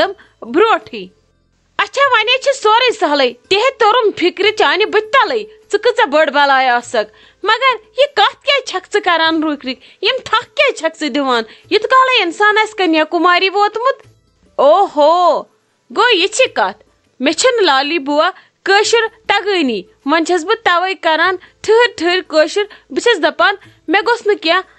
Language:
Kashmiri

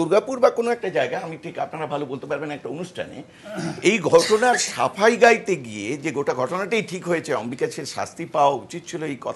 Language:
Bangla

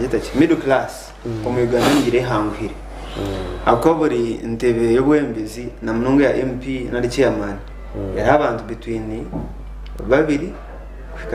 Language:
Nyankole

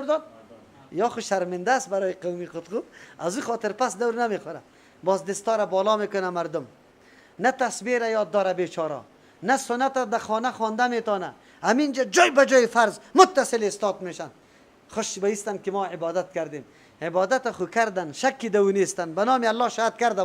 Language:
Persian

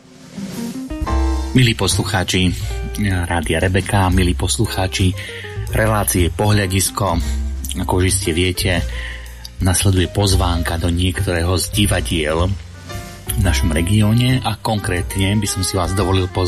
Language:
Slovak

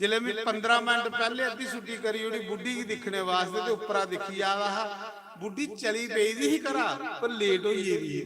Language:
Dogri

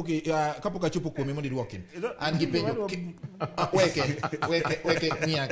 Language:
Luo (Kenya and Tanzania)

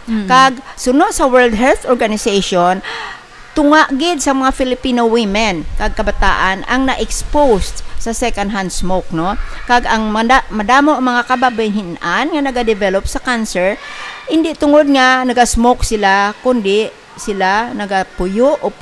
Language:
Hiligaynon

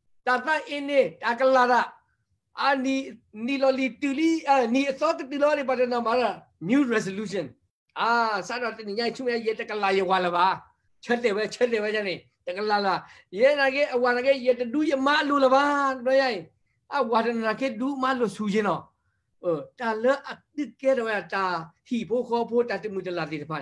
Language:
S'gaw Karen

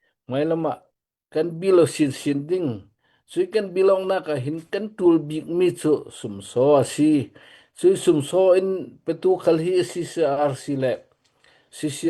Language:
Hakha Chin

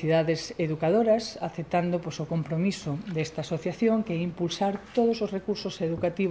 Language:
Galician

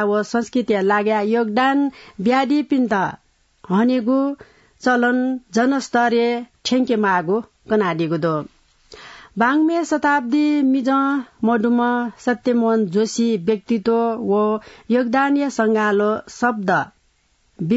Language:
Newari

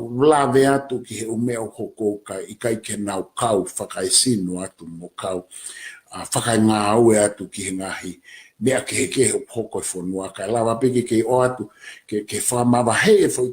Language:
Tongan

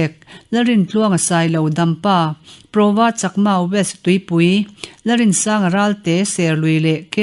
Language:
Mizo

